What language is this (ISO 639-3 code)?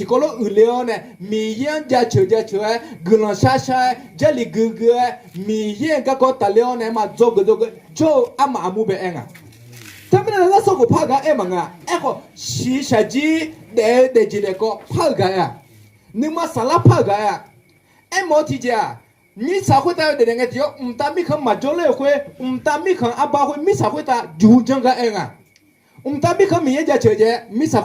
ahk